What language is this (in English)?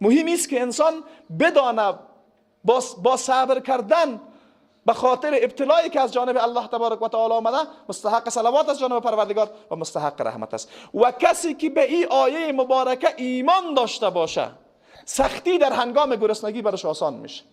Persian